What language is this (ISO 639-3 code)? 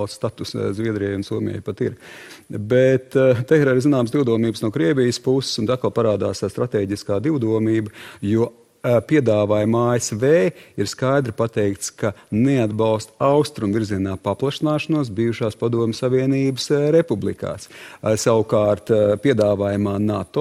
lav